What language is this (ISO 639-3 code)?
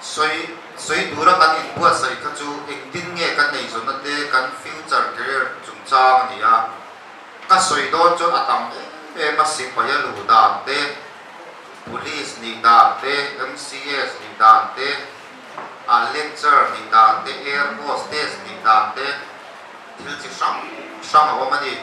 lus